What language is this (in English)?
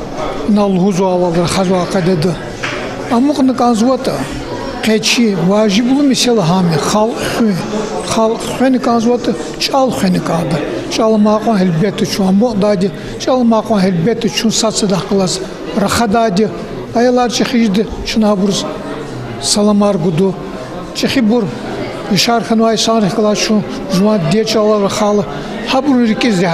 Lezghian